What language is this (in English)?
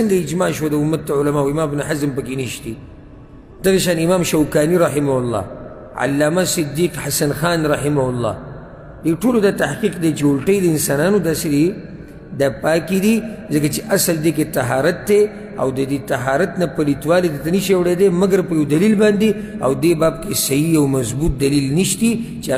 Pashto